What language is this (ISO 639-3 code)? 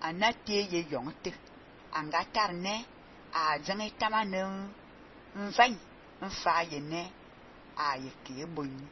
fan